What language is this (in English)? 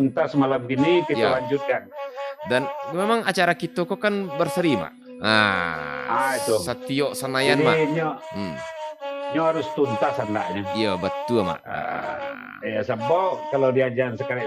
Minangkabau